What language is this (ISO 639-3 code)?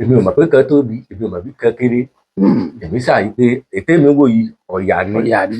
yor